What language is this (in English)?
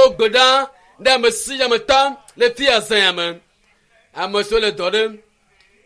Ewe